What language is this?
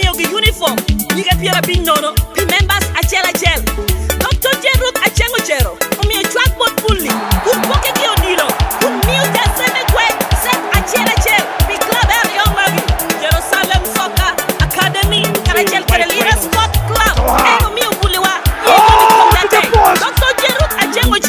Lango (Uganda)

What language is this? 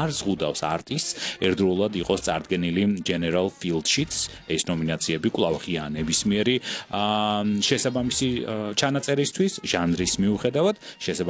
Georgian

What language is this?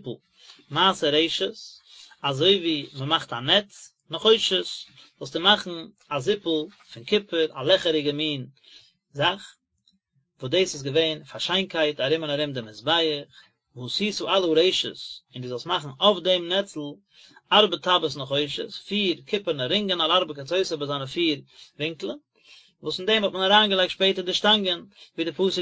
Yiddish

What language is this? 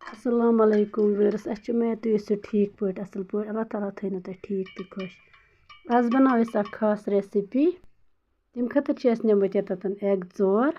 Kashmiri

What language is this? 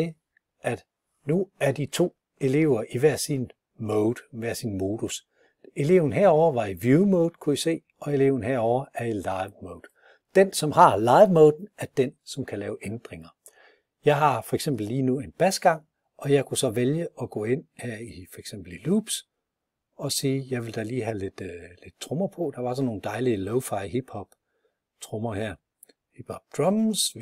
Danish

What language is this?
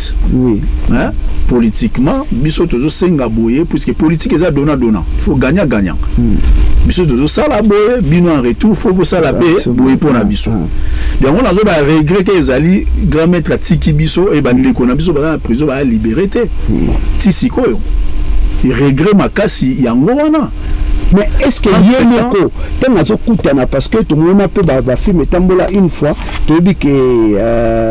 Lingala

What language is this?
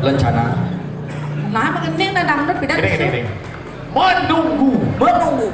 Balinese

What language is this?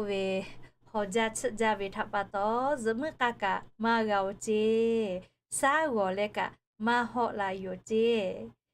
Lahu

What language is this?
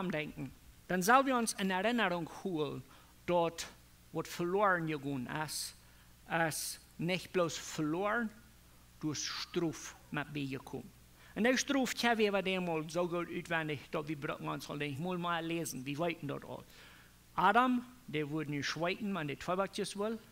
Plautdietsch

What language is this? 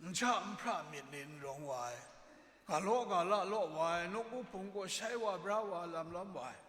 Kachin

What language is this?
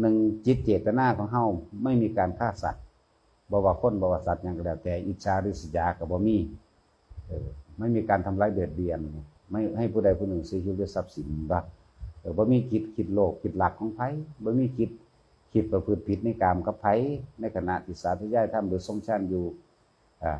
Lao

